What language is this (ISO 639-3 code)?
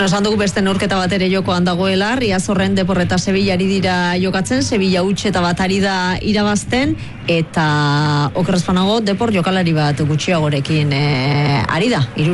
eus